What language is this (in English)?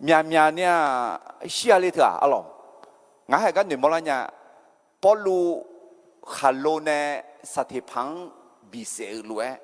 Akha